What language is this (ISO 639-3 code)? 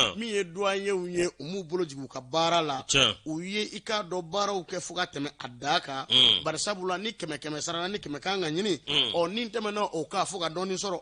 bam